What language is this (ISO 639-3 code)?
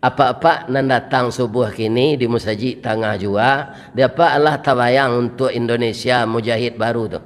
min